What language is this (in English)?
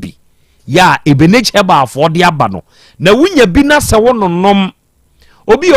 Akan